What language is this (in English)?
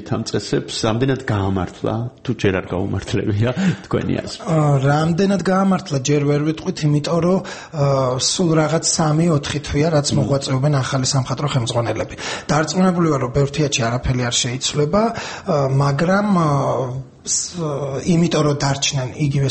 Georgian